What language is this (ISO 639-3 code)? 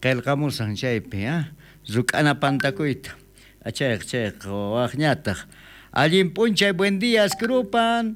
quh